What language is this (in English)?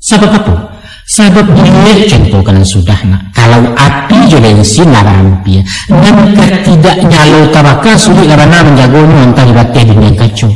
Minangkabau